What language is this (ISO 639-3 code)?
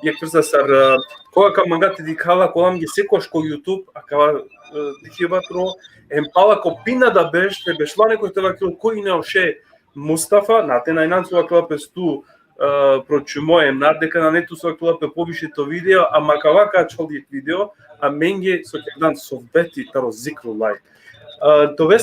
rmn